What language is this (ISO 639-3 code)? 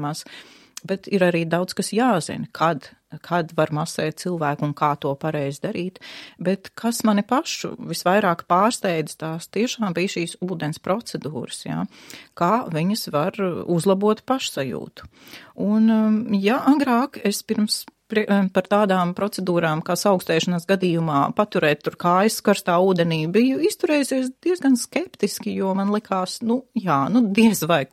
lav